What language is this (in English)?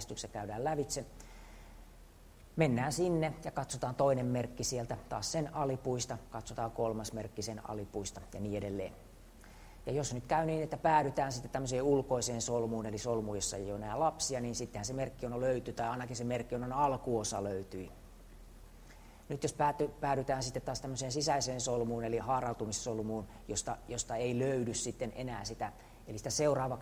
Finnish